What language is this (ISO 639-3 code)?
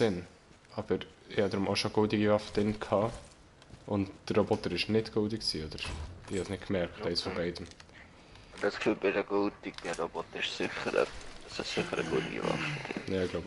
gsw